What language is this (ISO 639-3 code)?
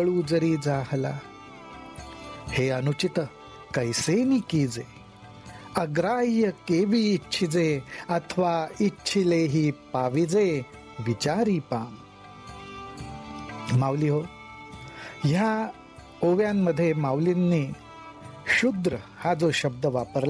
mar